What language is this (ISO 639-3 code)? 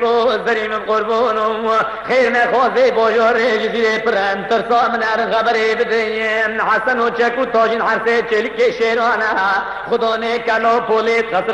kur